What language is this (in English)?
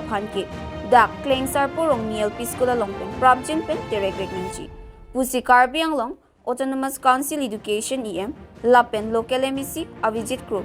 Karbi